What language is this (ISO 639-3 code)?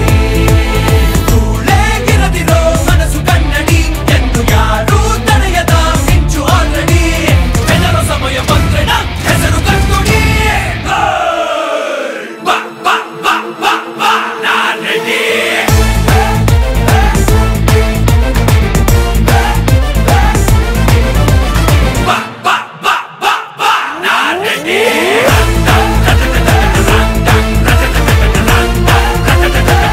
kan